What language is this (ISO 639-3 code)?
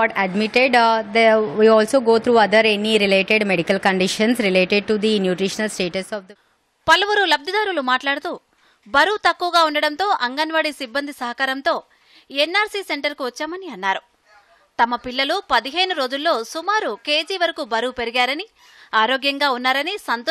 tel